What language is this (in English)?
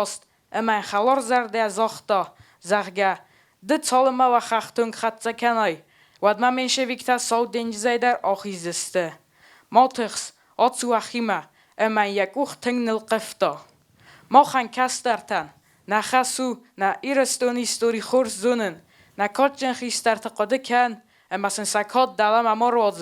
Ossetic